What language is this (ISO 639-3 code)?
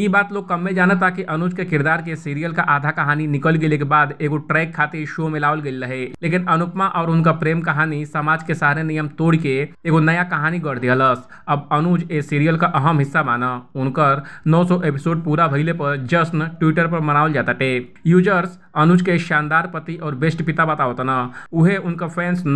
bho